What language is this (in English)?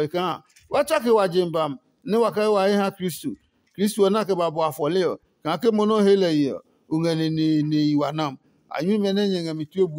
Adangme